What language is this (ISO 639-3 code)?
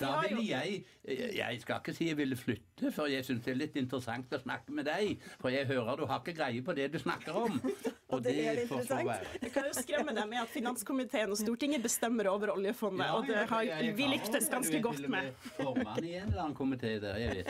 nor